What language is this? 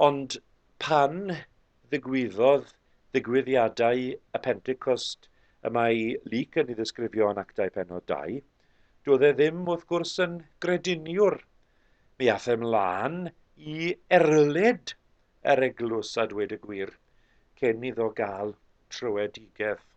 Welsh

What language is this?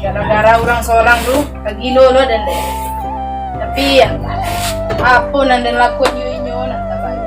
Minangkabau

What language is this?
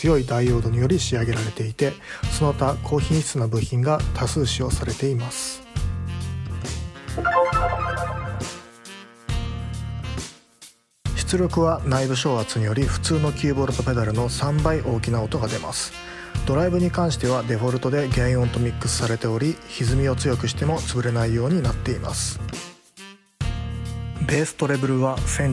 Japanese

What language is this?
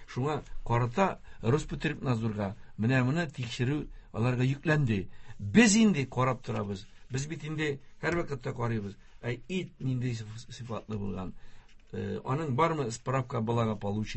Tatar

